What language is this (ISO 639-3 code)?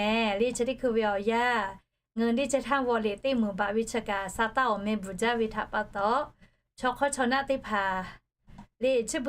lhu